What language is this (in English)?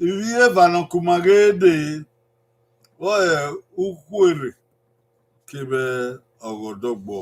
Bini